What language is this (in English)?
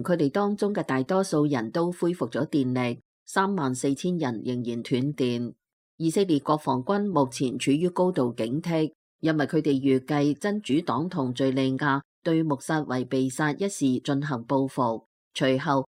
Cantonese